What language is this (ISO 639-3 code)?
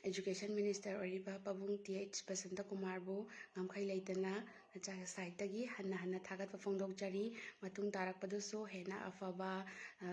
mni